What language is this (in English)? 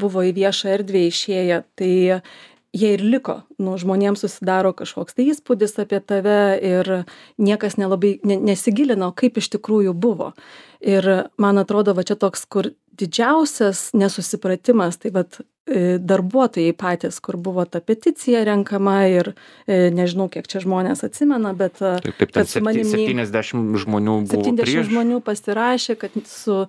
Lithuanian